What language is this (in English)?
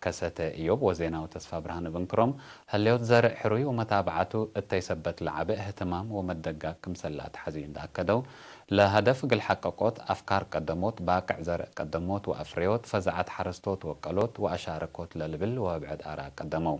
Tigre